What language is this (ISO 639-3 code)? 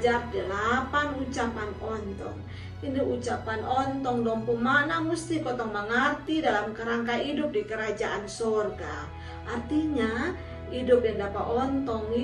mkn